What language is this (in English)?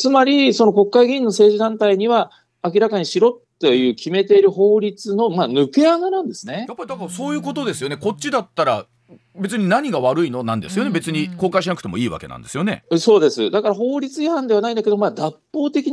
Japanese